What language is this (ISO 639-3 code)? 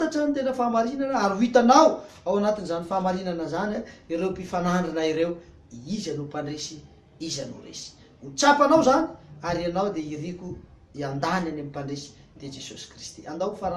mlg